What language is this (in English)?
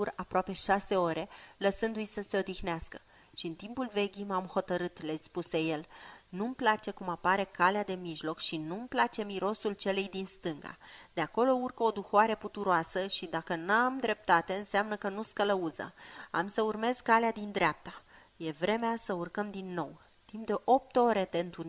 Romanian